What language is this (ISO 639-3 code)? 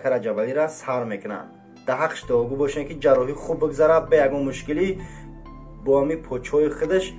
tgk